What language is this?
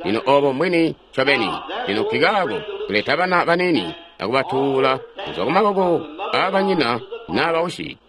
Tonga (Zambia)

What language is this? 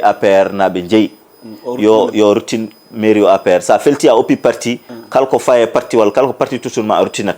Fula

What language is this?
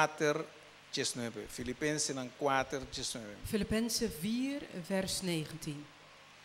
Papiamento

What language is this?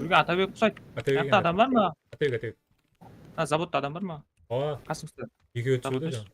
Kara-Kalpak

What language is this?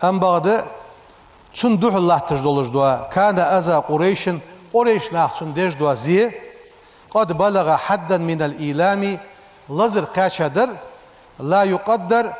Ingush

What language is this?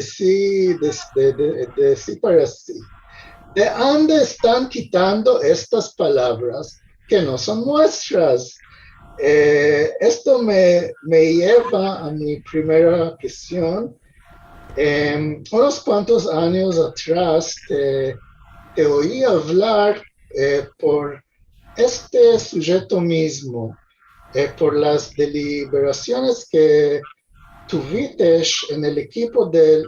Ladino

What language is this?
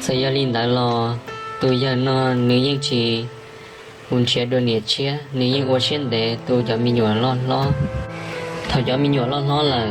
Hmong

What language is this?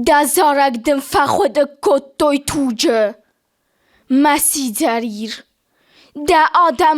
Ossetic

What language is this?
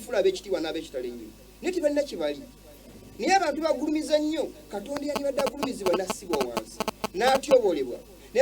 Ganda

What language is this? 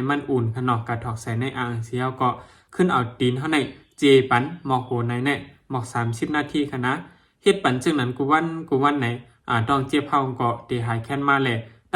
Shan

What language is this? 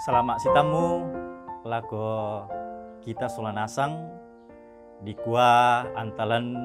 Toraja-Sa'dan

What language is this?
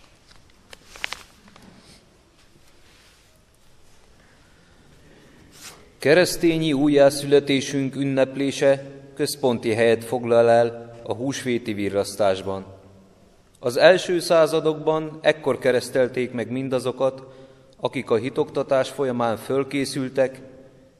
Hungarian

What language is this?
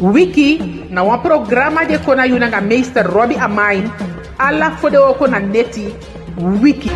Eastern Maroon Creole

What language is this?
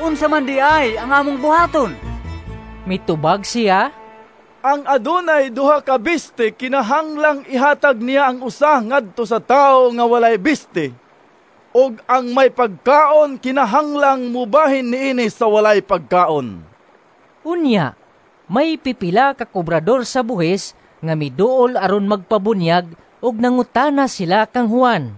Cebuano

